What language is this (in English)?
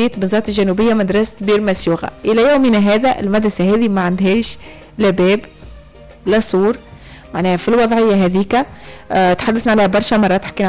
Tunisian Arabic